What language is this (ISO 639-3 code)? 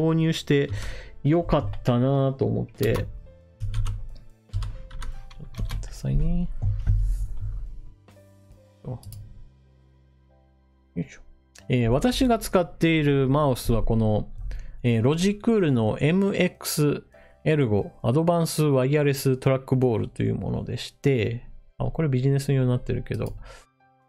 jpn